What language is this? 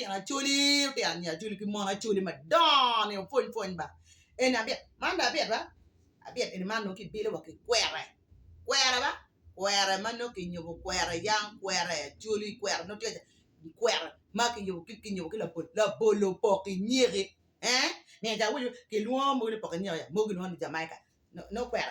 Acoli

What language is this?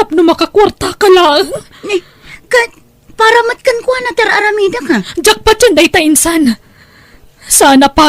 Iloko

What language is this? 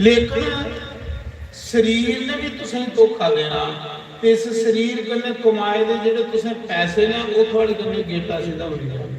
Dogri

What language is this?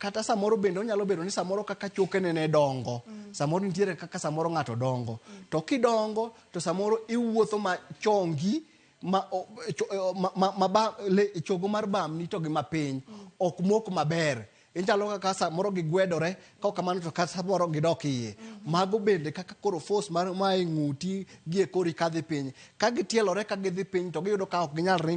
Luo (Kenya and Tanzania)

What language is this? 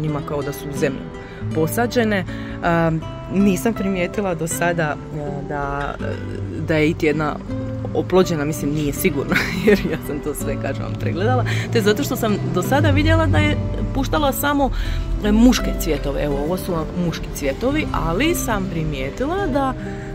Croatian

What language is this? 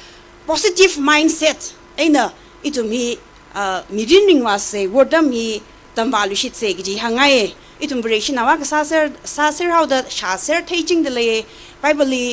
Tangkhul Naga (India)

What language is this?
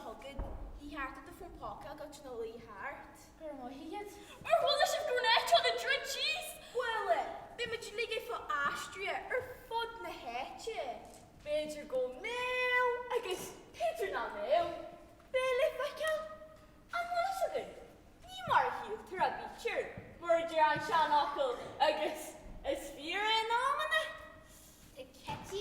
Irish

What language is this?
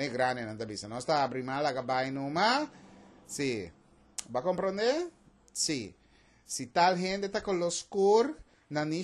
Papiamento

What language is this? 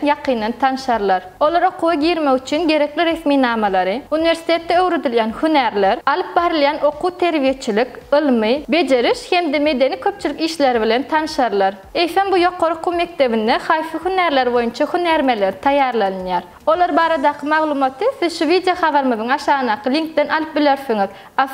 Turkmen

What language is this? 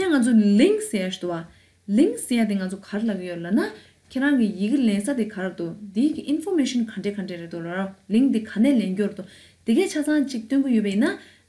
Tibetan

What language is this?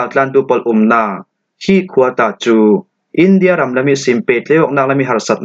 Falam Chin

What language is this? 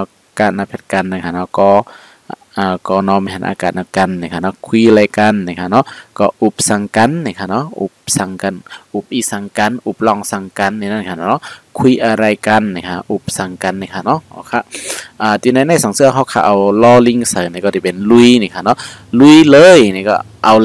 Shan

